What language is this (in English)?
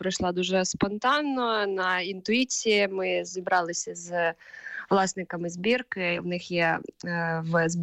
Ukrainian